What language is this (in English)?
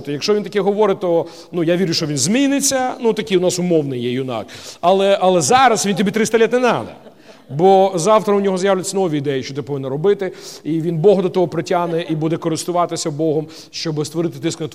Ukrainian